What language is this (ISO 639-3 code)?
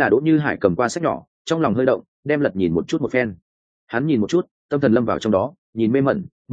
vie